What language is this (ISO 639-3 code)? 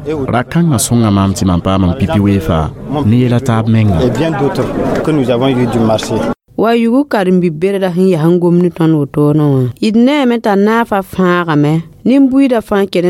mos